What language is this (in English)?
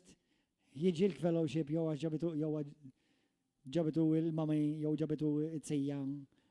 Maltese